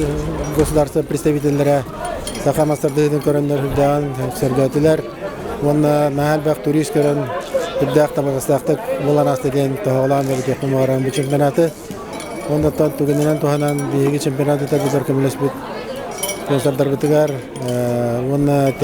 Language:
Yakut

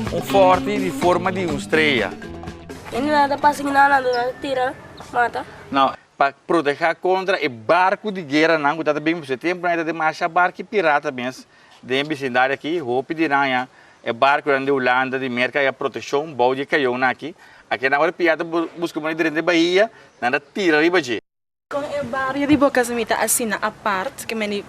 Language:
Papiamento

